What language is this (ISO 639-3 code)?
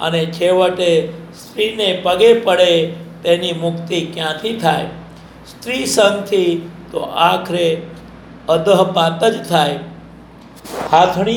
guj